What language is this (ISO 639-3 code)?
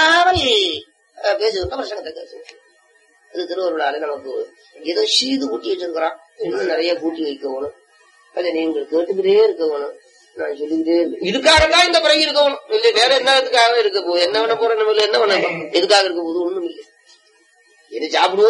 tam